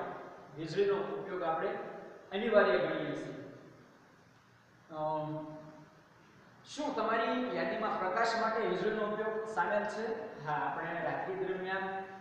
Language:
Gujarati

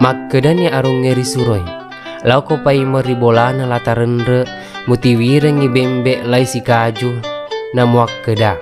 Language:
Buginese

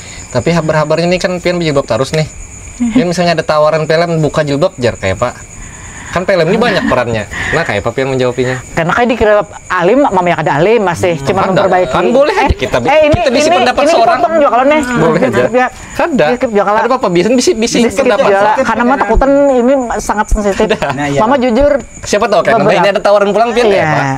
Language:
Banjar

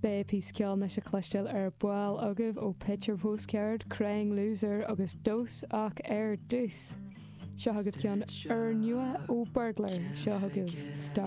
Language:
Irish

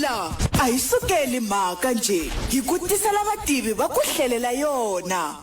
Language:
Tsonga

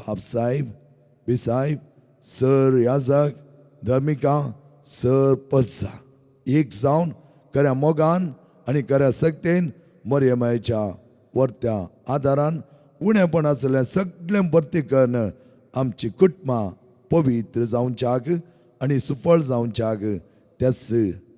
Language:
Konkani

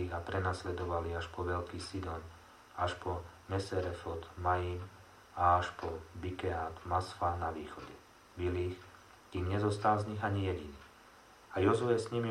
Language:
Slovak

